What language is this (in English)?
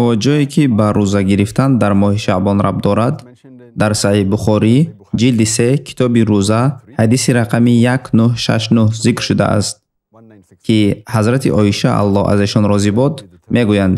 Tajik